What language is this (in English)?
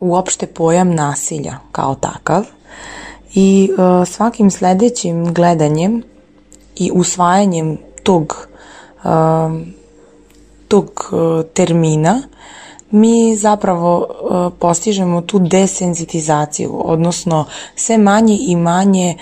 Serbian